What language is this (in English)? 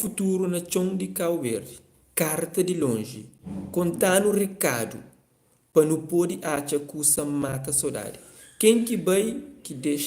Kabuverdianu